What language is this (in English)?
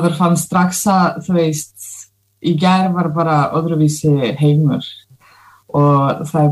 Icelandic